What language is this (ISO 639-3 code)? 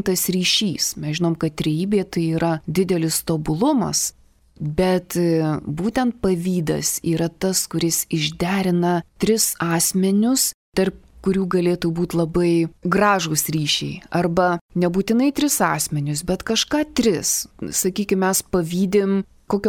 lit